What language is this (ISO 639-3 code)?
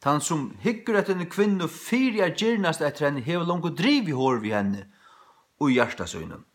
fao